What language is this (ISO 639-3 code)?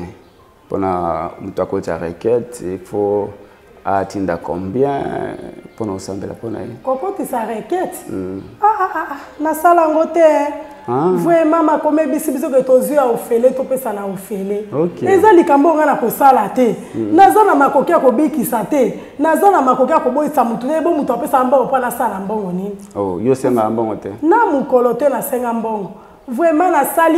lin